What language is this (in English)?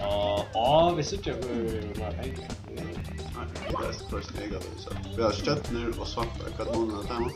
Faroese